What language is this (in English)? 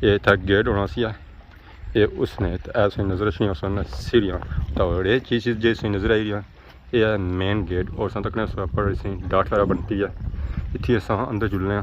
Pahari-Potwari